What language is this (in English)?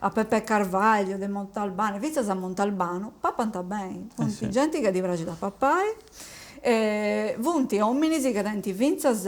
Sardinian